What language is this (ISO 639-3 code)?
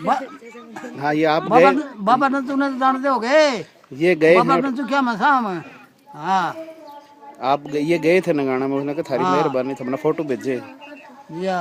bgc